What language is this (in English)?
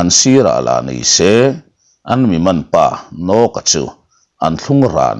Mizo